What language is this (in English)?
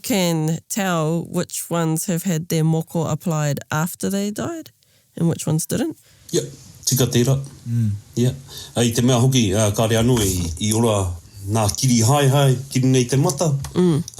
Māori